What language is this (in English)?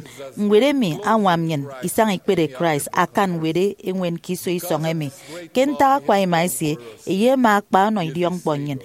Efik